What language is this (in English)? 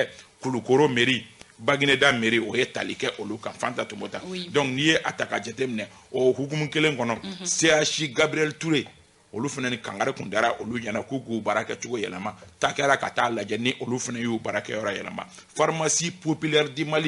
Bambara